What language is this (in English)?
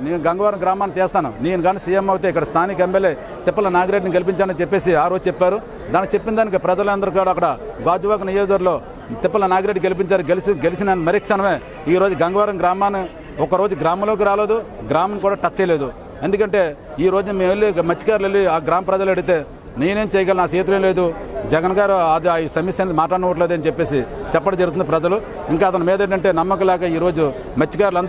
Telugu